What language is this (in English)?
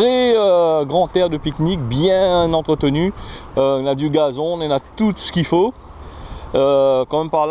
Réunion Creole French